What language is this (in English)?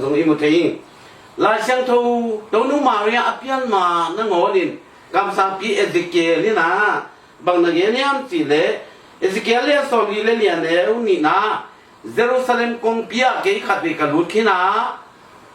Tedim Chin